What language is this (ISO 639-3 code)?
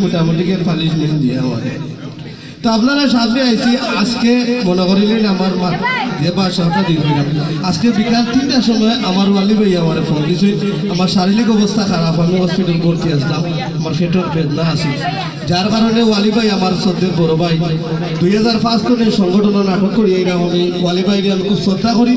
syl